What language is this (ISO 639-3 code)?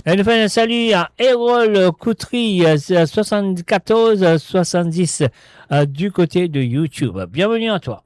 mfe